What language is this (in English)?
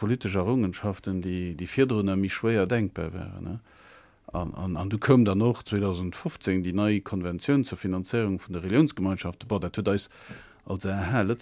Luxembourgish